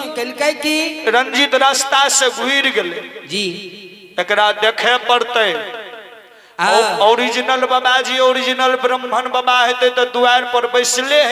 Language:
Maithili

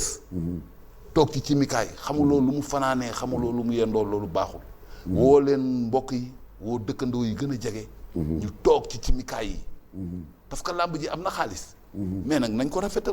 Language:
Wolof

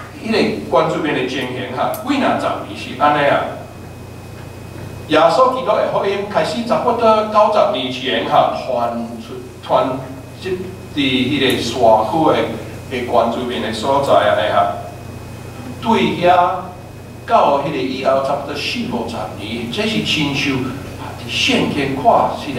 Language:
Min Nan Chinese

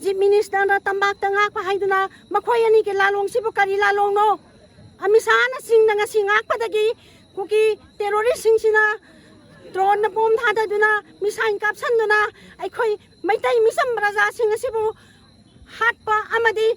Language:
Manipuri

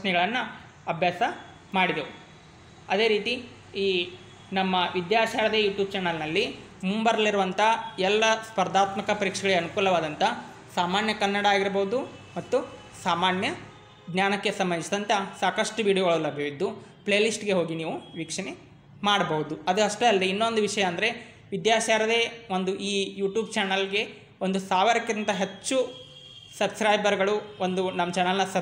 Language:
Kannada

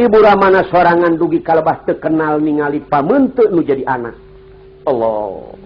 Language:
Sundanese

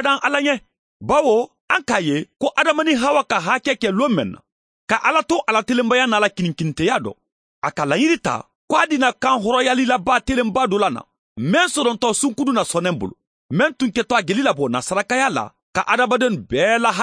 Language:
Mandingo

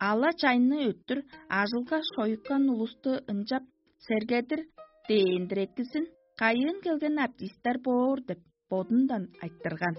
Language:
Tuvinian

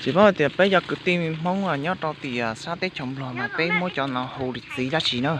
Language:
Hmong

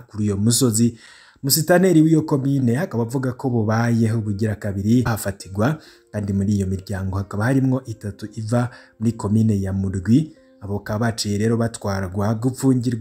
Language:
Rundi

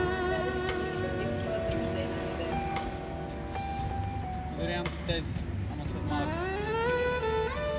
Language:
Bulgarian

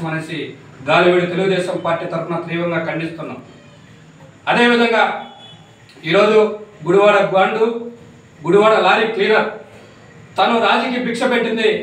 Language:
Telugu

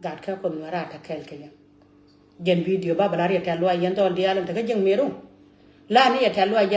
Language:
Nuer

